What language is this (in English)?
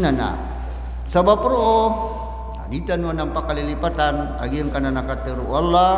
Maranao